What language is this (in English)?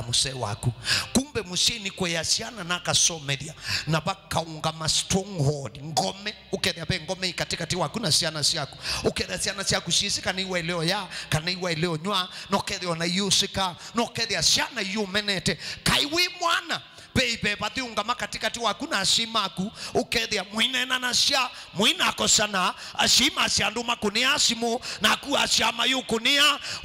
Kamba